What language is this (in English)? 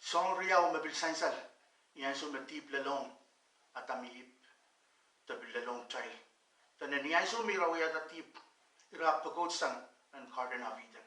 Pohnpeian